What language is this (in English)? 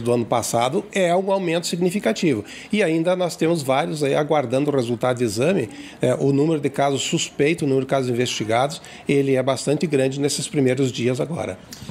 Portuguese